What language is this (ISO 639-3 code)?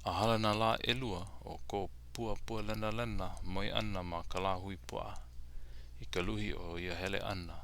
haw